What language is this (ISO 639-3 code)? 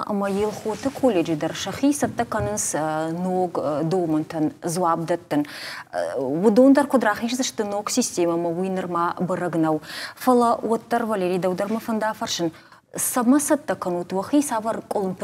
oss